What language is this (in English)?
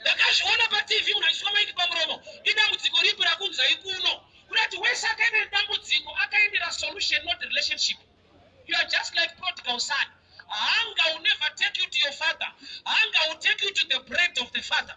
Shona